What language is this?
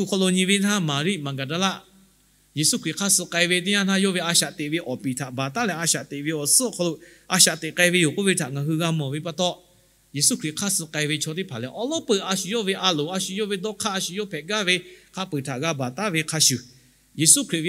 Lahu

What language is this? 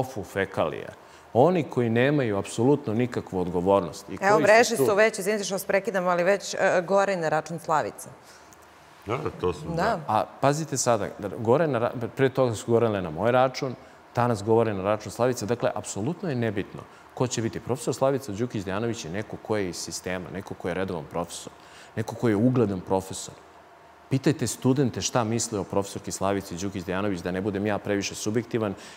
Serbian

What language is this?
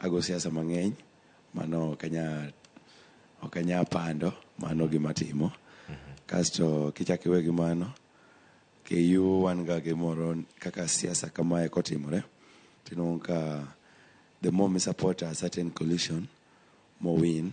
Luo (Kenya and Tanzania)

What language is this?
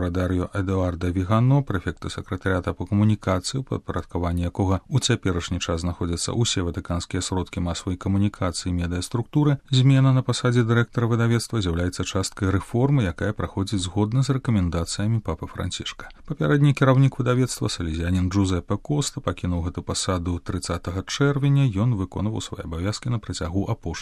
Belarusian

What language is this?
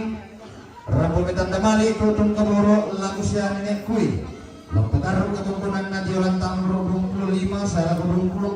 Toraja-Sa'dan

